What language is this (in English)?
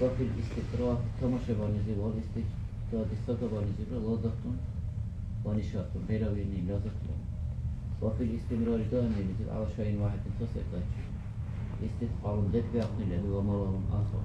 Dargwa